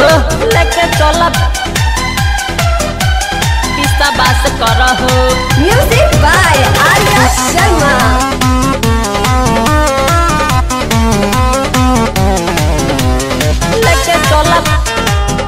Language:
Bhojpuri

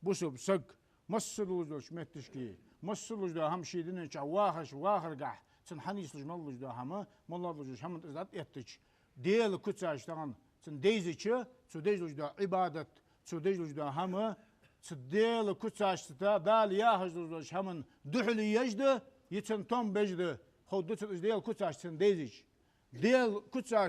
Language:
Ingush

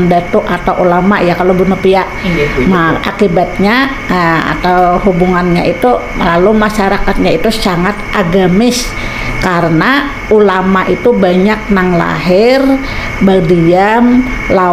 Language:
Banjar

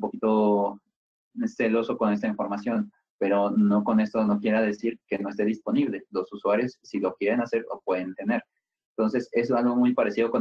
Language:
Spanish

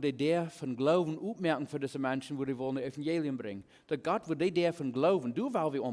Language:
Plautdietsch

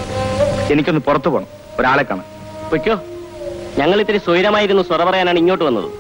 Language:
Malayalam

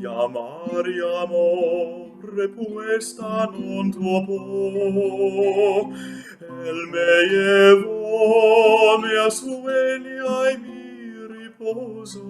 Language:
Ladino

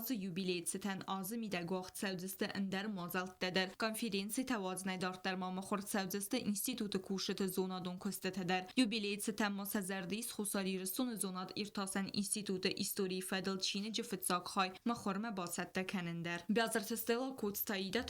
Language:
Ossetic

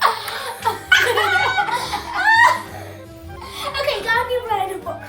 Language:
Welsh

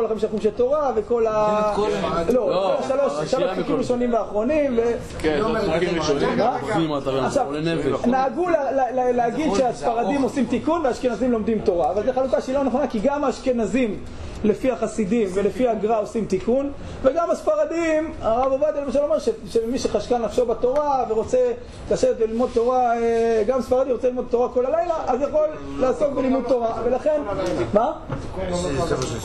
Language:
Hebrew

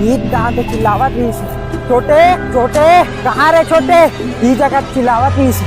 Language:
Chhattisgarhi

